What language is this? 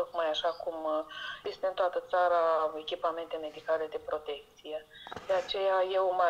Romanian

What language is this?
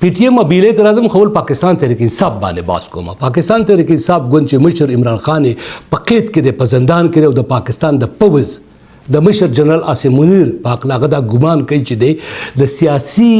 Pashto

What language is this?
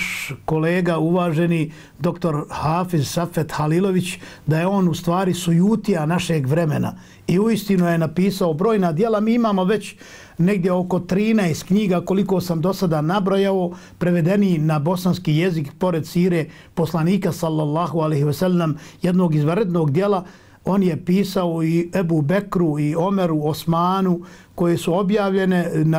Bosnian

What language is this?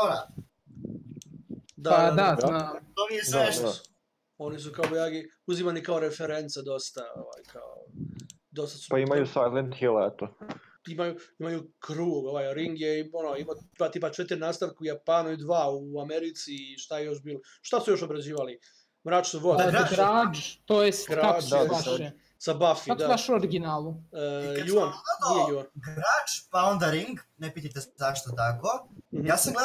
Serbian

